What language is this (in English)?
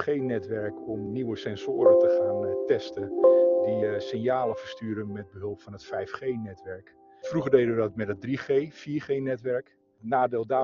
Dutch